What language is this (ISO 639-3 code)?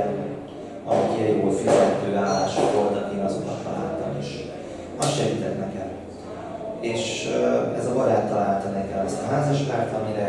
hun